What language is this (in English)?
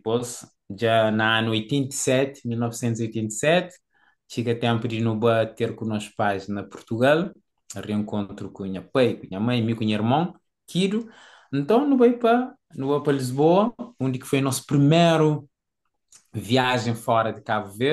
Kabuverdianu